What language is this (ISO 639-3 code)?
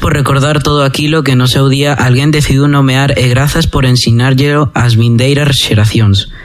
glg